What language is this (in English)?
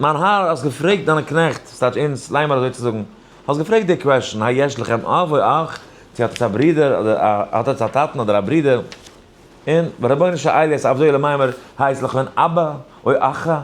Yiddish